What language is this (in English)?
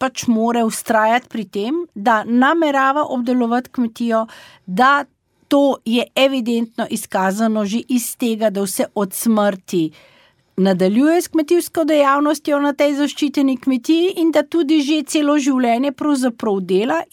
Slovenian